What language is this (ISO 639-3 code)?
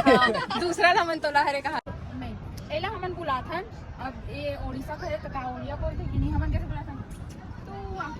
hne